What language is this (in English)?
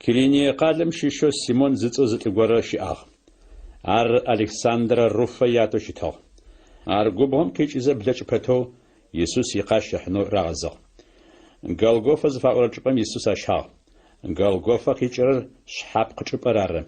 Adyghe